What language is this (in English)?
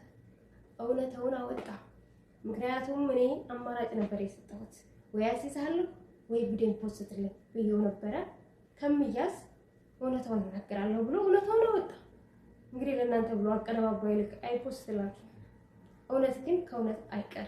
Amharic